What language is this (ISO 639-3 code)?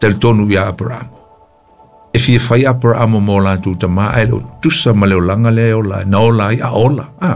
smo